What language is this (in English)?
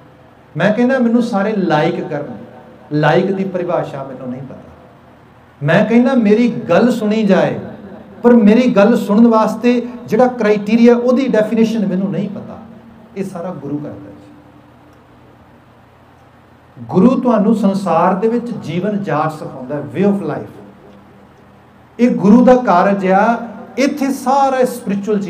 Punjabi